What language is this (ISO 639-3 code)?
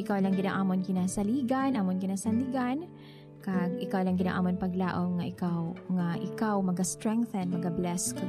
hil